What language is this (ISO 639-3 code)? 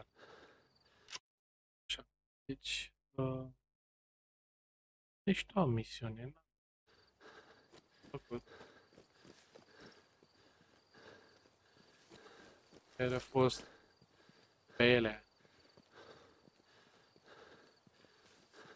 ron